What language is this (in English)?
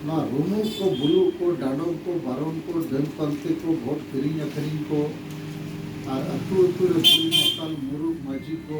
Santali